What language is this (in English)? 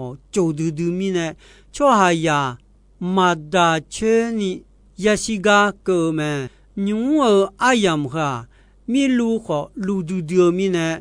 Akha